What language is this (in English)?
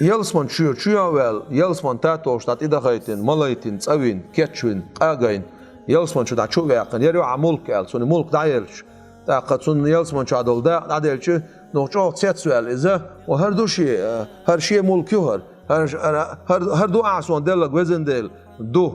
Chechen